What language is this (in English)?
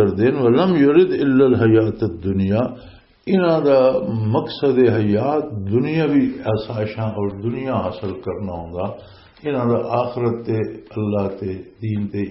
Western Panjabi